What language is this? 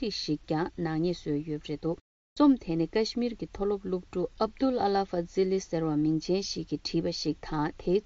Tibetan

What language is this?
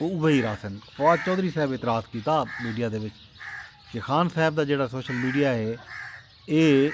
Saraiki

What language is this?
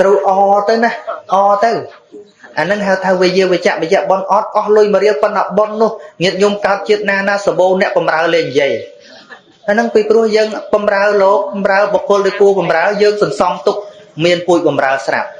Khmer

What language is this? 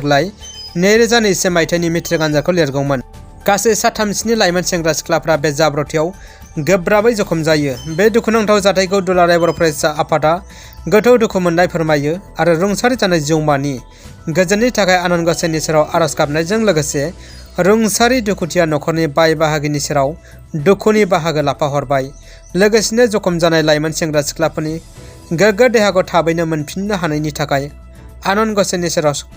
Bodo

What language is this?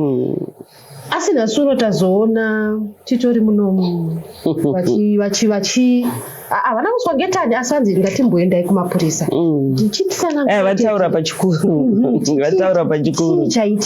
Shona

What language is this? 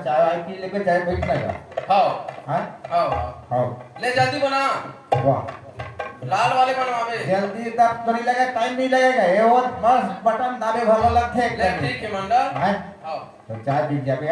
Chhattisgarhi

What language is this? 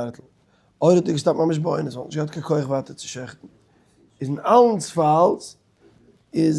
Yiddish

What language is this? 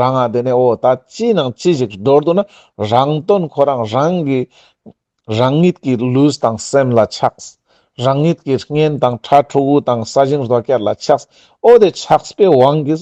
Ladakhi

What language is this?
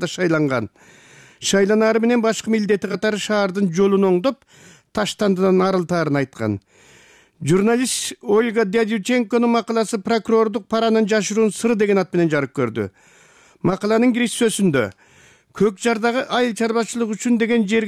Kyrgyz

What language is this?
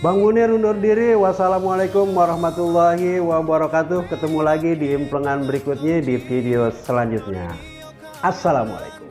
Betawi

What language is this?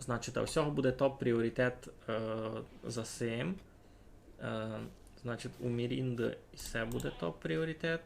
Rusyn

